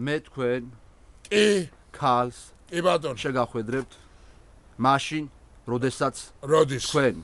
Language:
Georgian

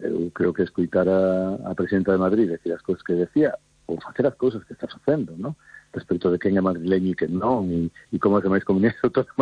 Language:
Galician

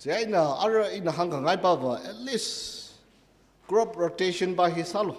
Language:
Tangkhul Naga (India)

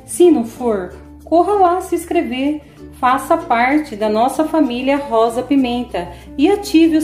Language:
Portuguese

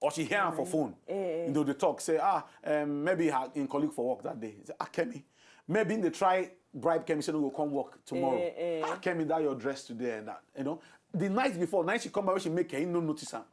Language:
Nigerian Pidgin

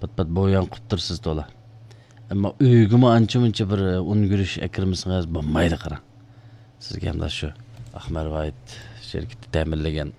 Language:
Uyghur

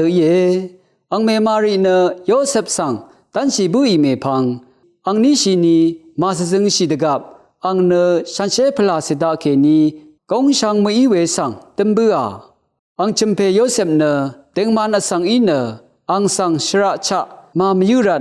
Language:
Rawang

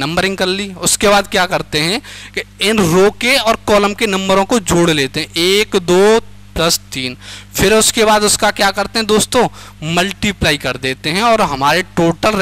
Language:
Hindi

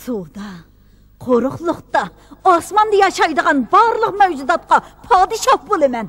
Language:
Uyghur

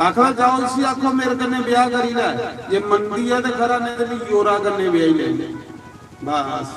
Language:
Dogri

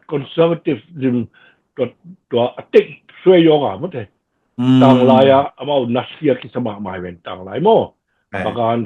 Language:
Tedim Chin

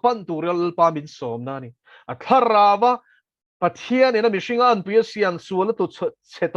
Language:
Mizo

